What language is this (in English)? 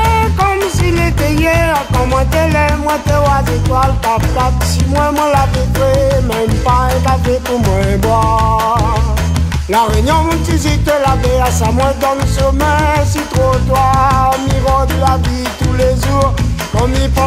Réunion Creole French